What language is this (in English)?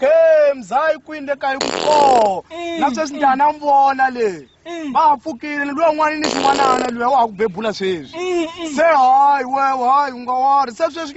Tsonga